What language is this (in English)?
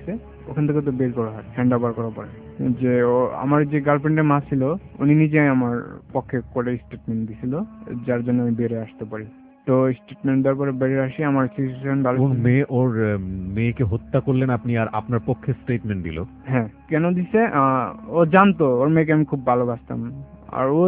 Bangla